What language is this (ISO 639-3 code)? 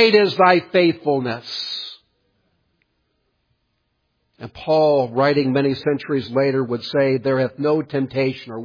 eng